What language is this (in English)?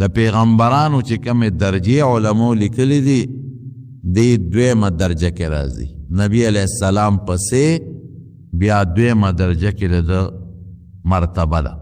Pashto